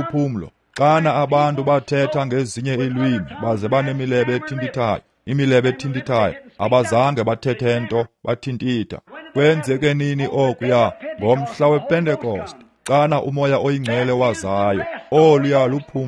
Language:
Xhosa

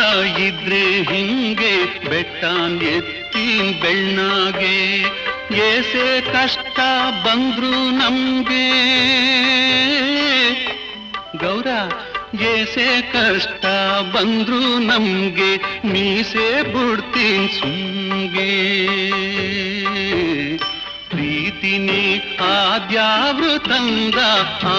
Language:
Kannada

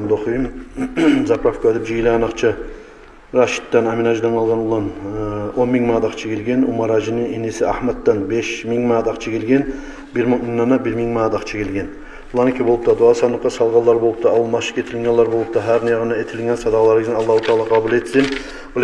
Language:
Kumyk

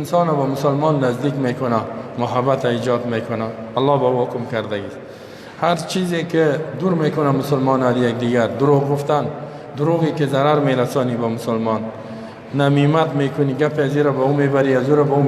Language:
Persian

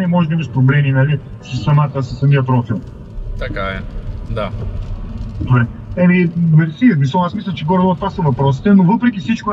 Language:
Bulgarian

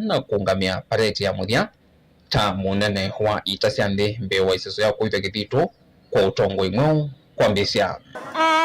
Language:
Kamba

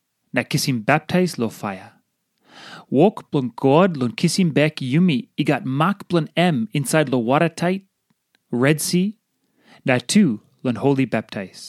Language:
Tok Pisin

